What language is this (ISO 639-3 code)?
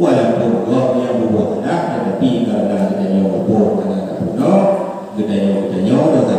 ace